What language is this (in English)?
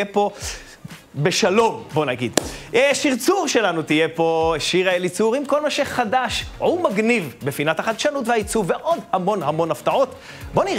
Hebrew